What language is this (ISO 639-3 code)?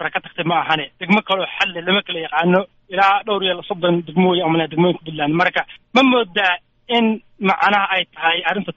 som